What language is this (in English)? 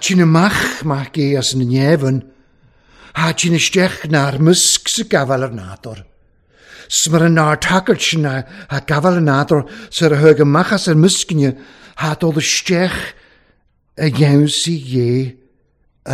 Welsh